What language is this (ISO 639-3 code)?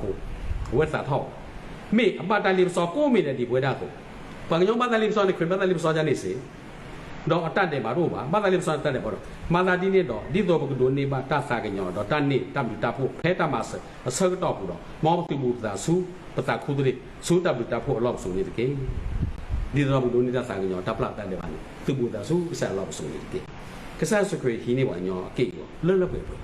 ksw